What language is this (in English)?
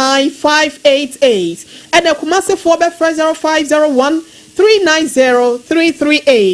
Akan